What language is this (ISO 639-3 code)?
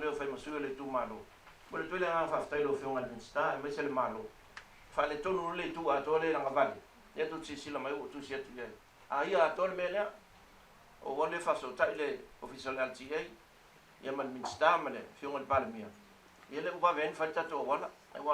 smo